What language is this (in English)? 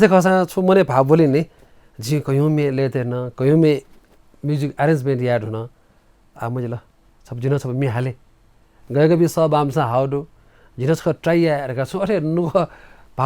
Newari